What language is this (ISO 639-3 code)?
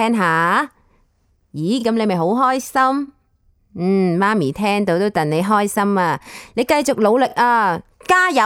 yue